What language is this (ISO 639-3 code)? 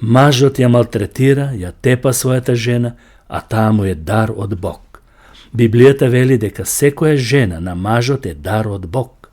mkd